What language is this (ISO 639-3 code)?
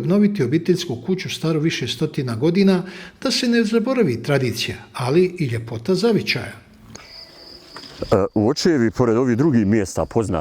bos